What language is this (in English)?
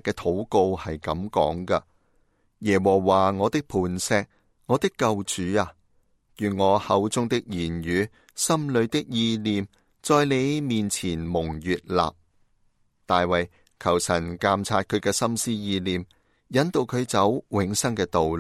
Cantonese